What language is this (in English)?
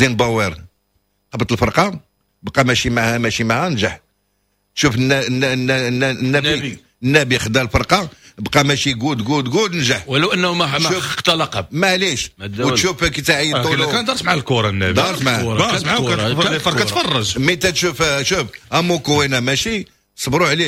Moroccan Arabic